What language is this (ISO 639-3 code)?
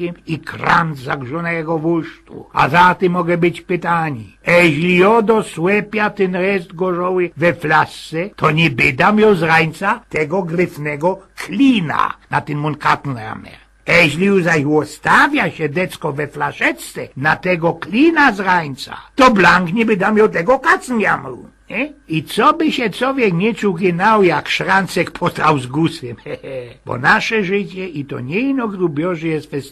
szl